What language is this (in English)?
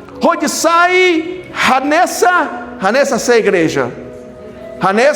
Tetum